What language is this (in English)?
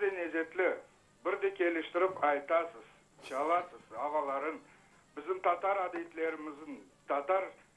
Crimean Tatar